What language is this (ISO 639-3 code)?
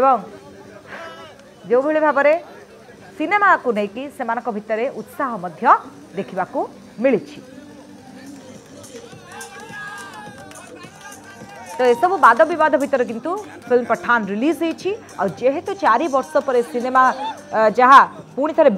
ori